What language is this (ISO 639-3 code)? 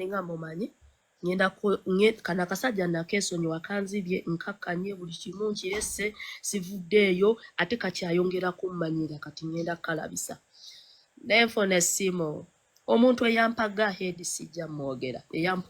lug